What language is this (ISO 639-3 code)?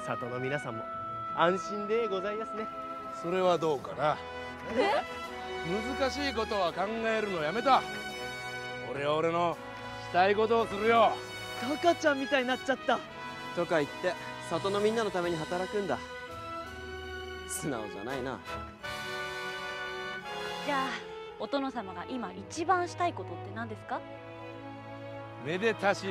jpn